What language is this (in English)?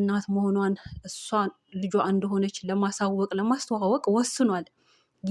Amharic